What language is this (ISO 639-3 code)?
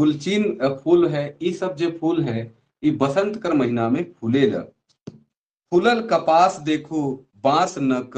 sck